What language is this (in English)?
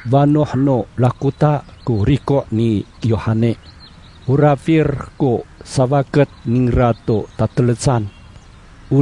Amis